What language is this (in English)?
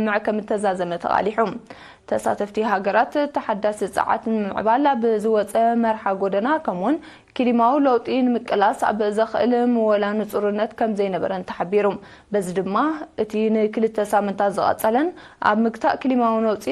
Tigrinya